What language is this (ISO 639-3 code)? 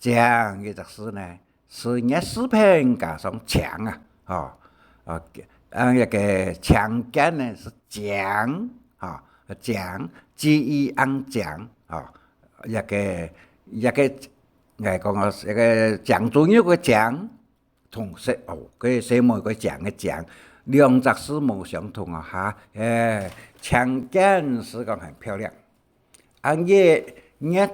hak